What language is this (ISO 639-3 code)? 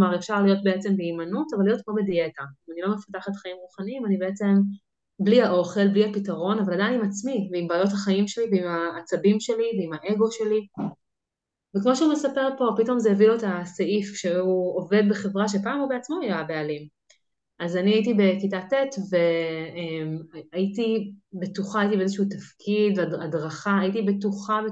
heb